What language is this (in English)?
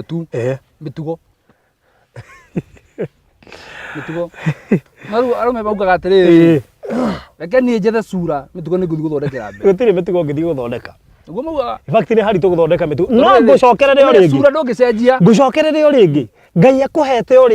Kikuyu